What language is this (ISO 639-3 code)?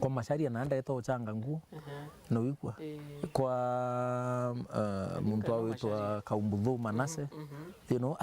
mer